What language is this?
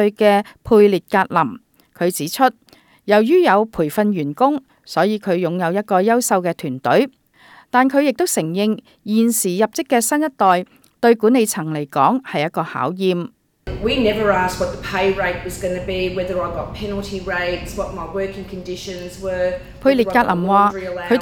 Cantonese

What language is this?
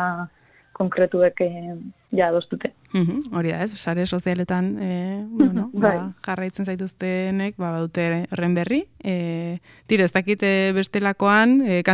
Basque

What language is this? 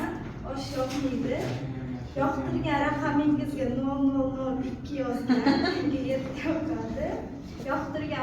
Uzbek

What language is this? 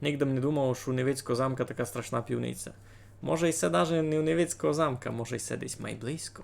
Rusyn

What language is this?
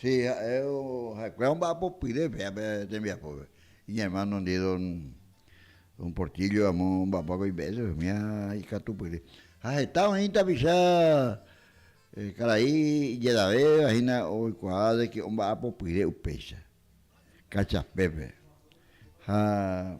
Guarani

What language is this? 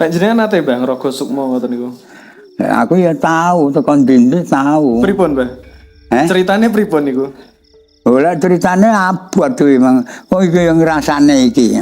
Javanese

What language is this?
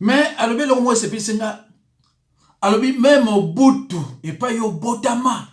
Lingala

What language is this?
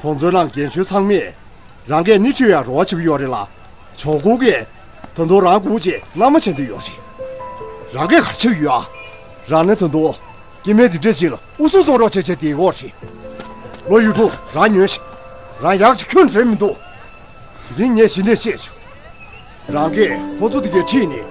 Tibetan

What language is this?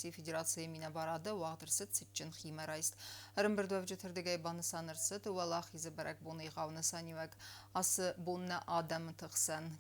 Ossetic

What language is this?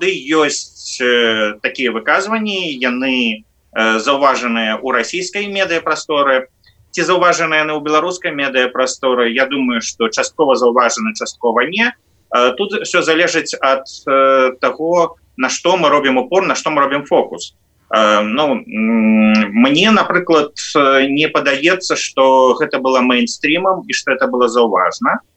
Belarusian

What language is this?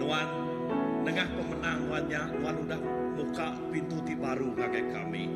Iban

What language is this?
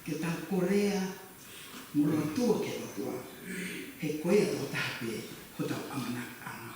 Tongan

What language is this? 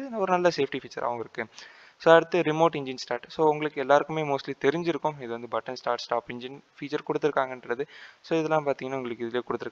Tamil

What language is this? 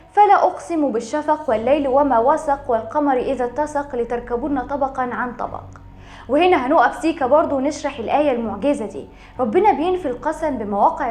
Egyptian Arabic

